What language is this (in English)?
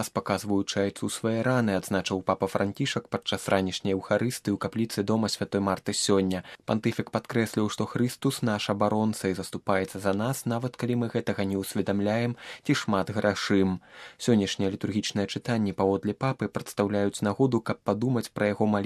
Belarusian